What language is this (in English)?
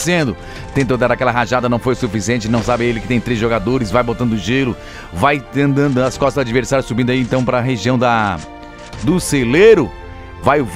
Portuguese